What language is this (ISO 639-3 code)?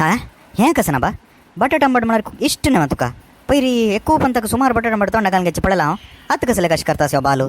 kok